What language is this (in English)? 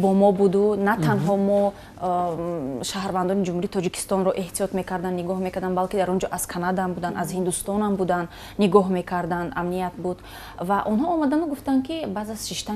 Tajik